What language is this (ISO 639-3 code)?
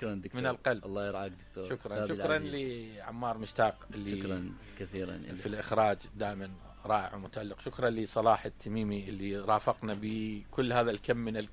acm